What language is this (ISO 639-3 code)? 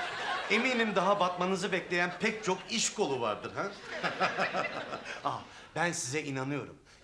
tur